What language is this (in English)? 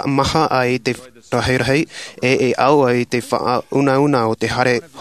Tahitian